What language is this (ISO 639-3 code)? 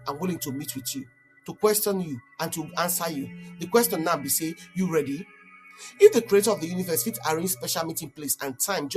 pcm